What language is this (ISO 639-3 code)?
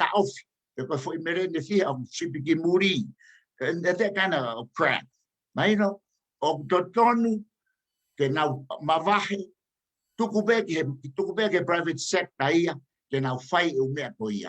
ton